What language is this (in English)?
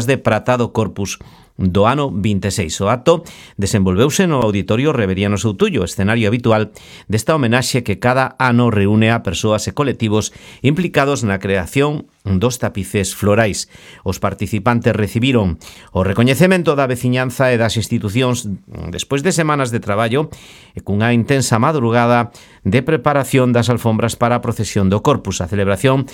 Galician